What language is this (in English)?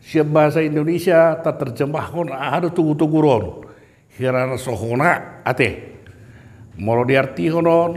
Batak Toba